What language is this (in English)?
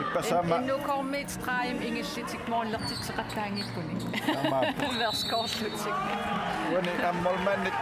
Kalaallisut